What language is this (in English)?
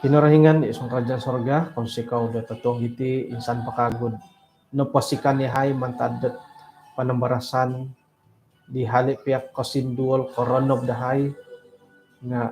Central Dusun